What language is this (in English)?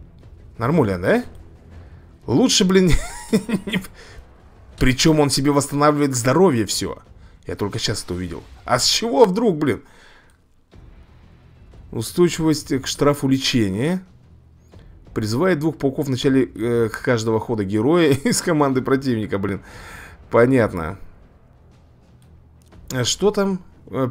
Russian